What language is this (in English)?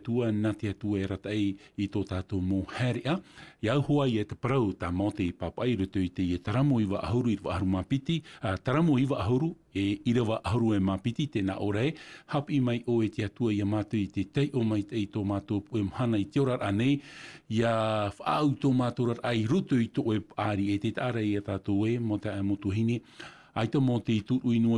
Tahitian